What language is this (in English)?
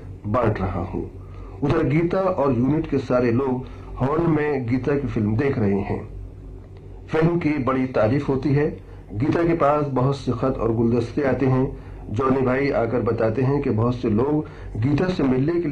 Hindi